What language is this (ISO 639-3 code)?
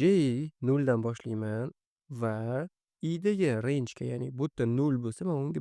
uzb